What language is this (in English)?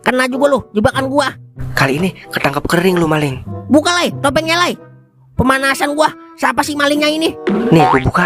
Betawi